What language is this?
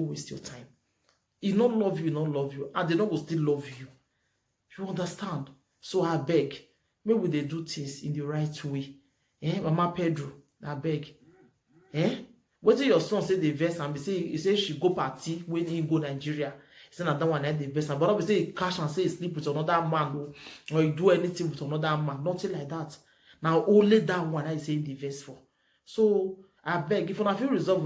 Nigerian Pidgin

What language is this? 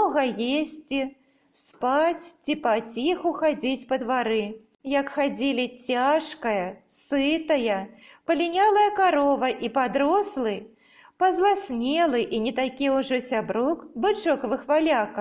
Belarusian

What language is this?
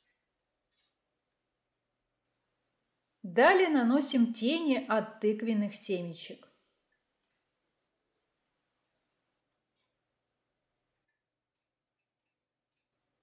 Russian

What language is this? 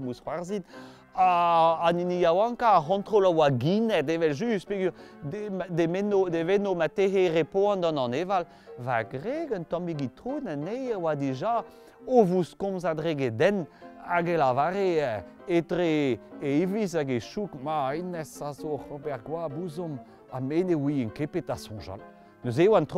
Breton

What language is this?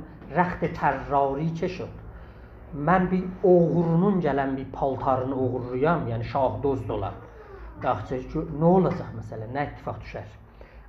South Azerbaijani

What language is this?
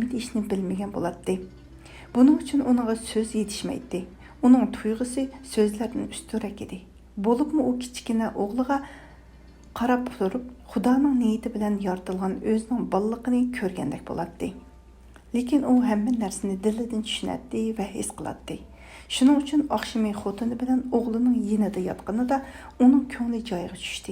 Uyghur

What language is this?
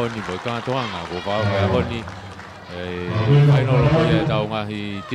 Tongan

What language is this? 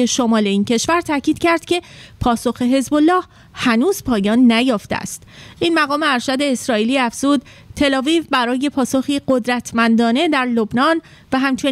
Persian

